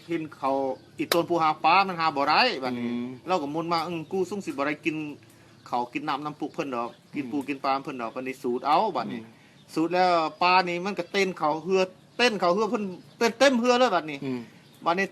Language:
Lao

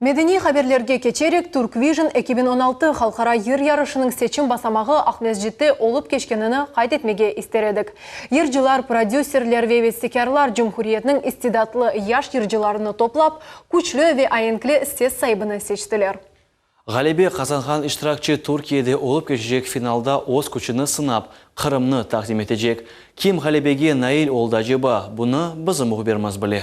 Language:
Crimean Tatar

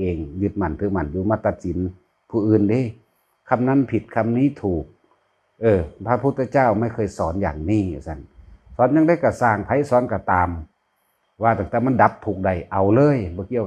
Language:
Lao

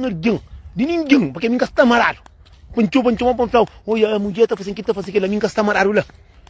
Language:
Kabuverdianu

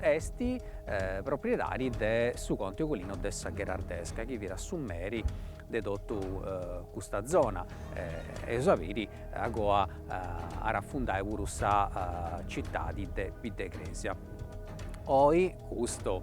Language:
Sardinian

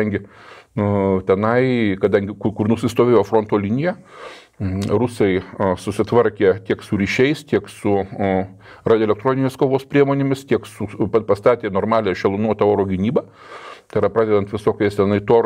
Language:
Lithuanian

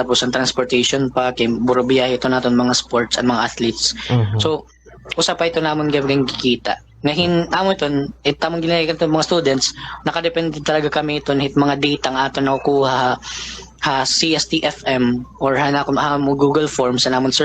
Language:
Waray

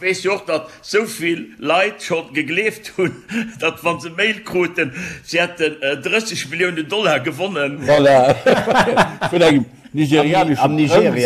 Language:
Luxembourgish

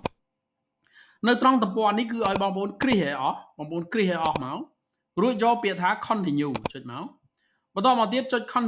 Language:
Khmer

